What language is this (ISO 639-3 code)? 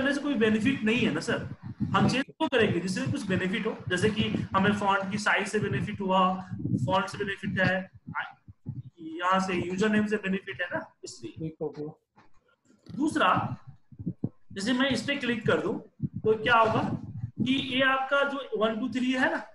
hin